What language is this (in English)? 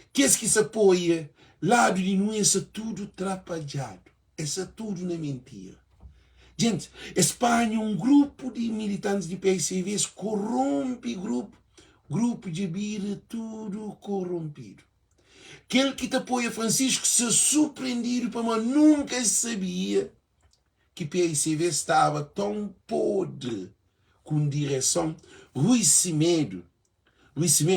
Kabuverdianu